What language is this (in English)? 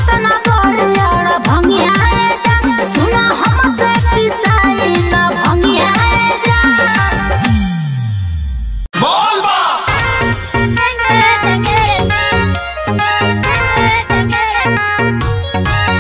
Bhojpuri